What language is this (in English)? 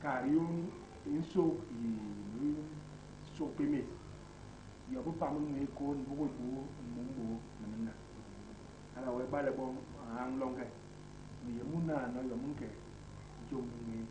Basaa